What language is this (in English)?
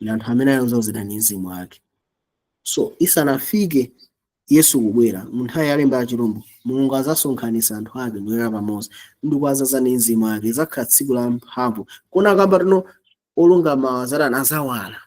Nyanja